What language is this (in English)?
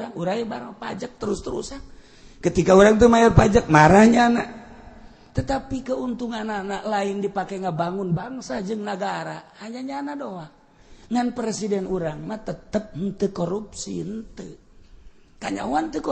Sundanese